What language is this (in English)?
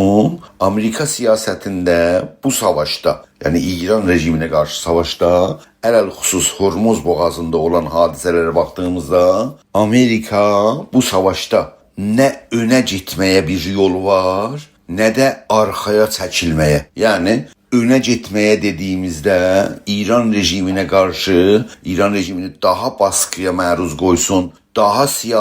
South Azerbaijani